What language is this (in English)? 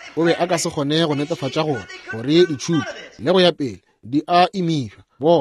Northern Sotho